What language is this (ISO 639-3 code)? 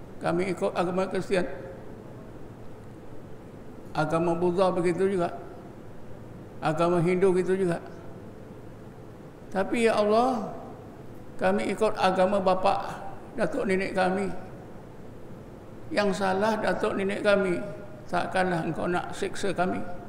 msa